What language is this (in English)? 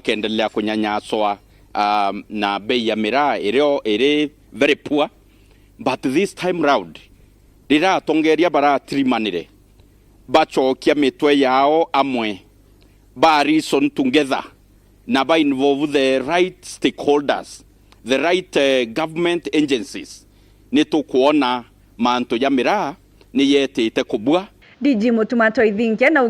Meru